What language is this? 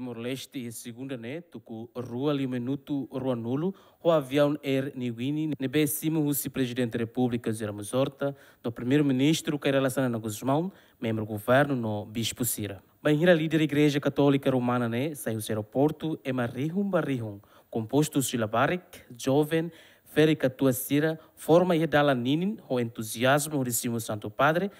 Tetum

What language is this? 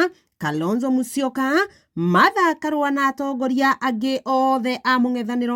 Kikuyu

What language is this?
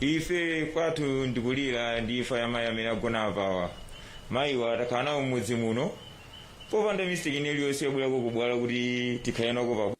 Nyanja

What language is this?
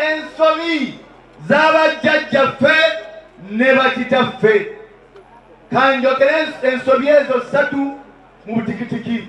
Ganda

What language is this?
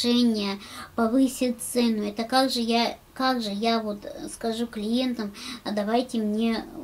Russian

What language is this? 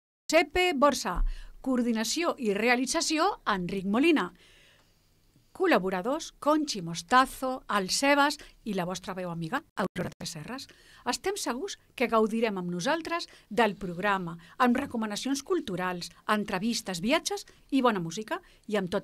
Catalan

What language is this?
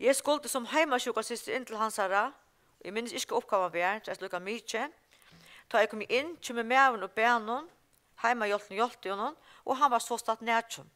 Faroese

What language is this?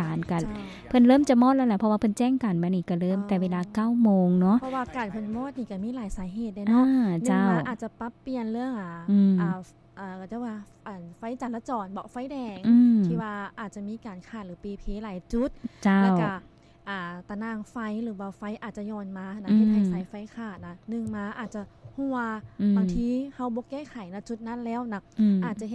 Lao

